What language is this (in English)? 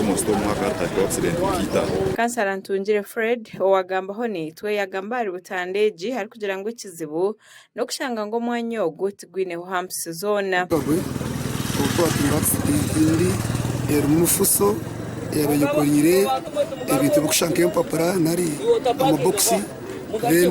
Nyankole